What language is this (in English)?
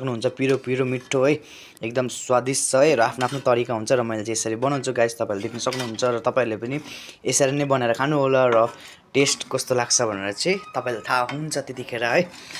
Nepali